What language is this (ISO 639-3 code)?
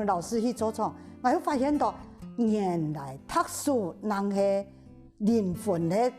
hak